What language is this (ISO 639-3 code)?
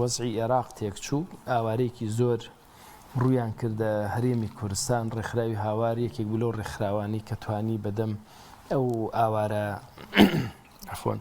ckb